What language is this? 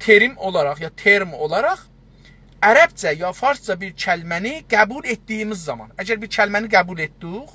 South Azerbaijani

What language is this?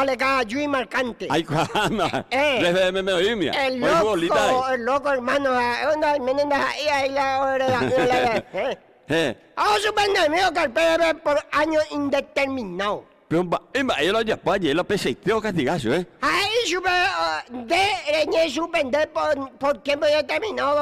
Guarani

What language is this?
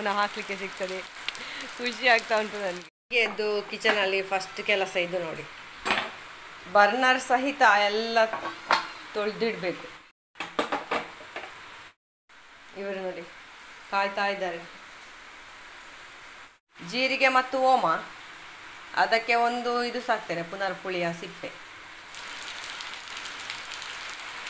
Kannada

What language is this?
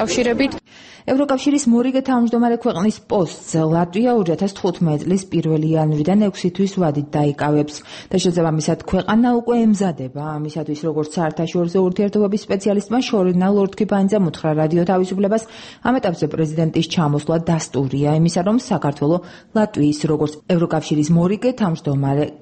Georgian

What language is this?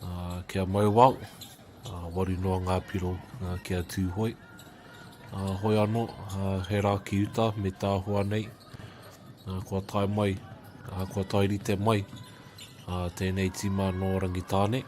Māori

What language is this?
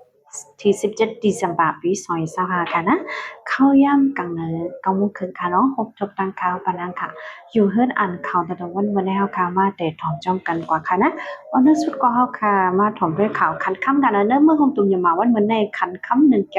Shan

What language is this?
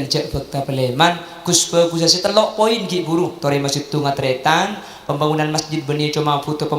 Madurese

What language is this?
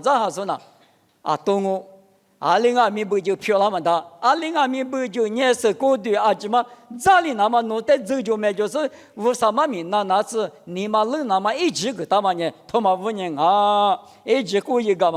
Lisu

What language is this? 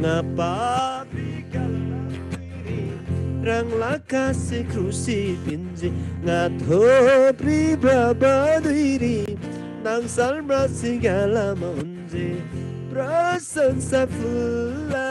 Eastern Tamang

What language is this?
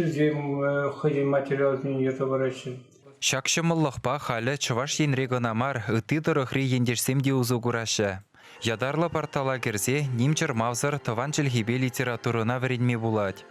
Chuvash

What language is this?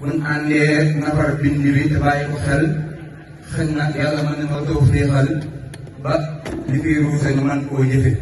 Wolof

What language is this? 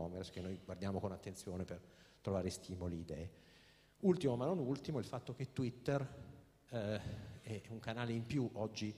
Italian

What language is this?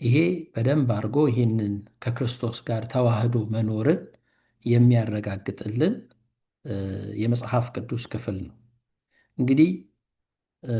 Amharic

